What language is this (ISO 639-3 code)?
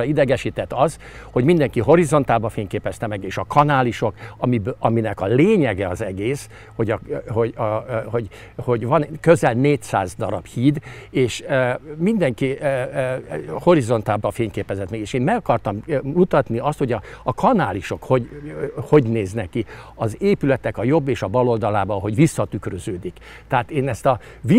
hun